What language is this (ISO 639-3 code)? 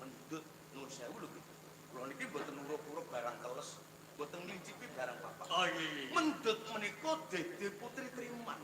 jav